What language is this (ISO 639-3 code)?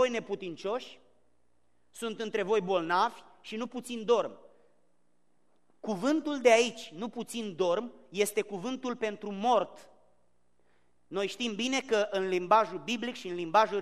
ron